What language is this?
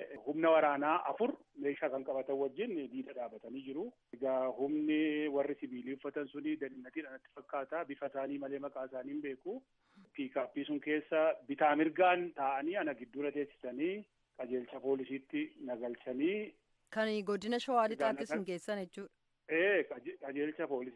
Oromo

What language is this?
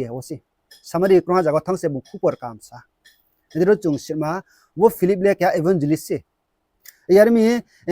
Riang (India)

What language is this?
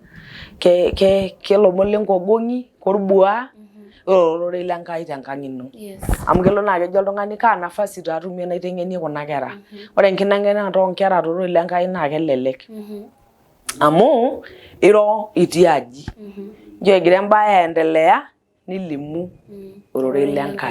Masai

